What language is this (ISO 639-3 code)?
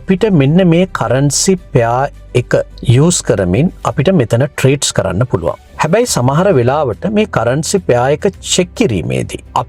sin